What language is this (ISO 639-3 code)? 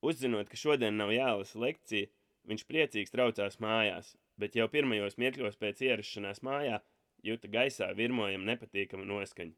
lav